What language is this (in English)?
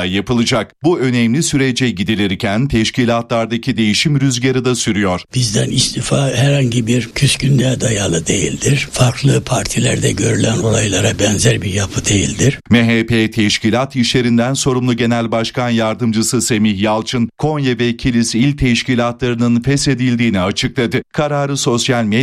Turkish